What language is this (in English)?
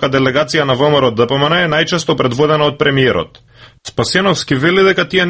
Macedonian